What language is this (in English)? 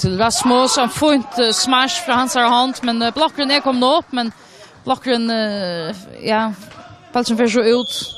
Faroese